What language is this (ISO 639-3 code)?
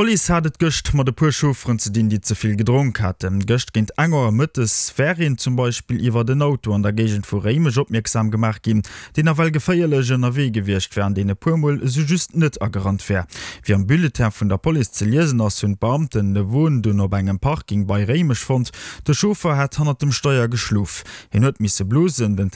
ltz